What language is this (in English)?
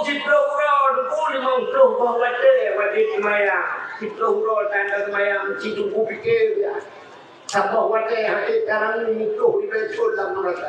Achinese